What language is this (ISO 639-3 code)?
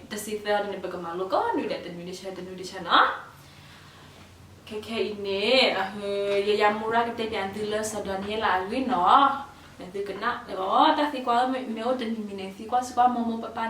ksw